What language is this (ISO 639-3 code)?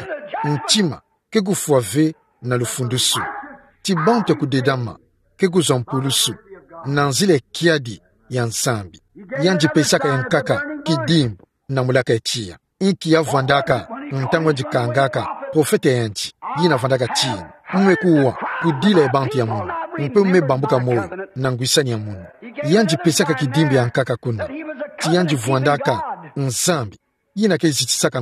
ktu